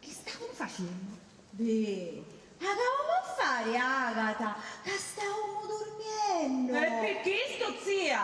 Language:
Sicilian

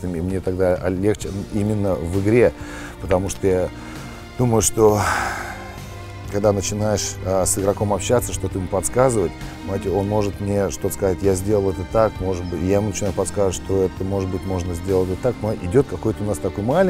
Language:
Russian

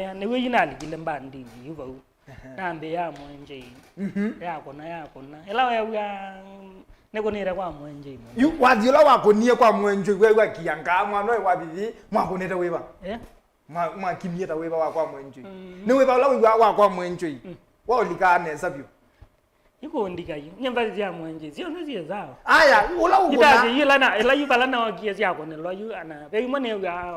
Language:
Kamba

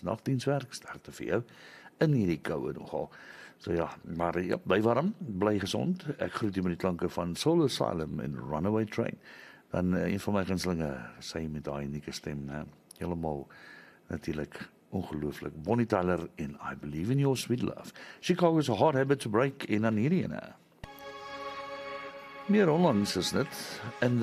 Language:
Afrikaans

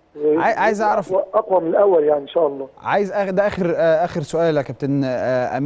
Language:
Egyptian Arabic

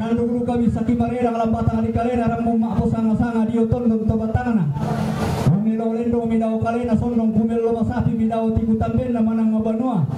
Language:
Toraja-Sa'dan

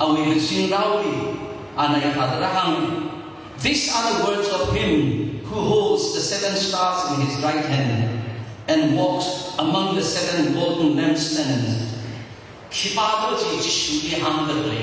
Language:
Tangkhul Naga (India)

